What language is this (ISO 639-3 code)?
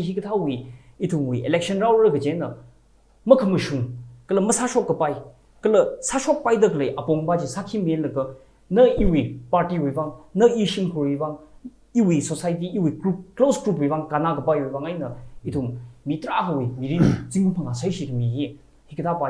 nmf